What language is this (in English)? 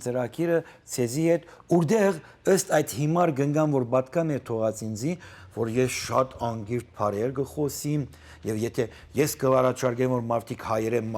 Western Armenian